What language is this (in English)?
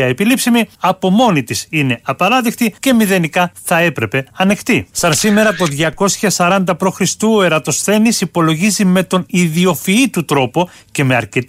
Greek